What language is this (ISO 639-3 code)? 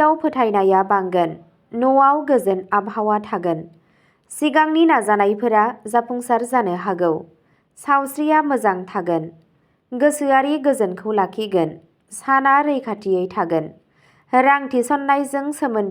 brx